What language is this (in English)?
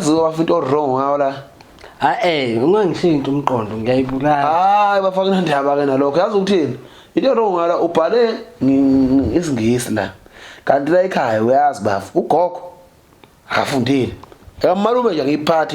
Zulu